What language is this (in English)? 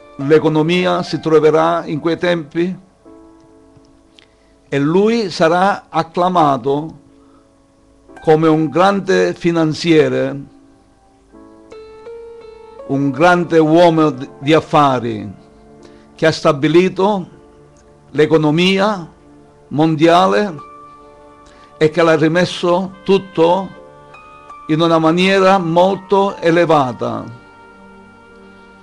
Italian